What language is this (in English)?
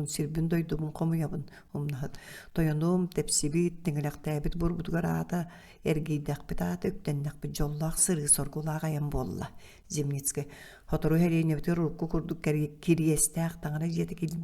Yakut